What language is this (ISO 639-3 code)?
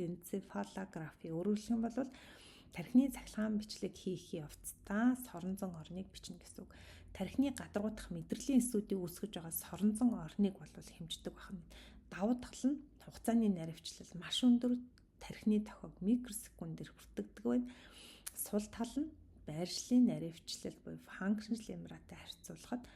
mon